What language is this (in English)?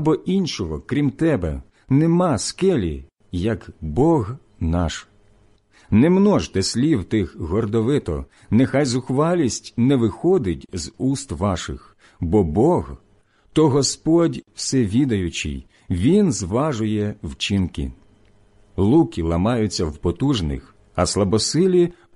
Ukrainian